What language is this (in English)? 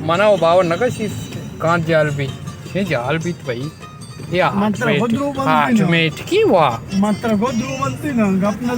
Baluchi